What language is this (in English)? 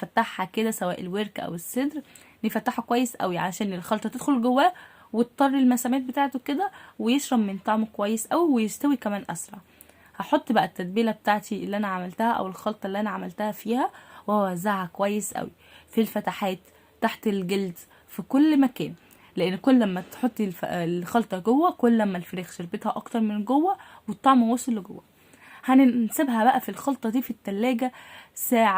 Egyptian Arabic